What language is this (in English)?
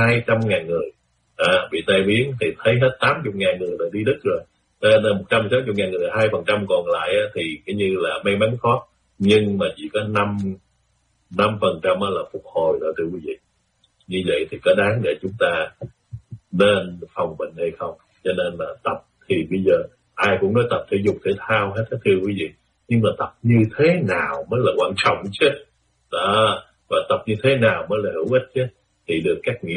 Vietnamese